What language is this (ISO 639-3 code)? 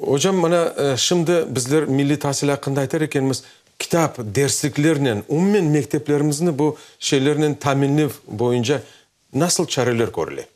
crh